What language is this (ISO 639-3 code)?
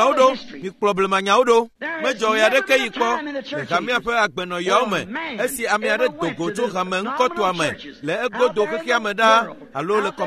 ewe